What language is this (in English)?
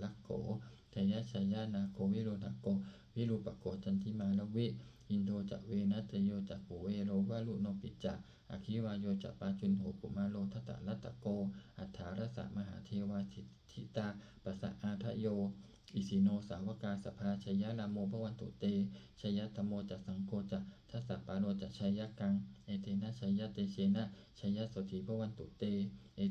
Pali